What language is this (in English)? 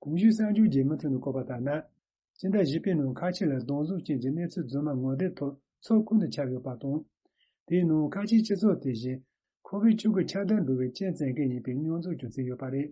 Tibetan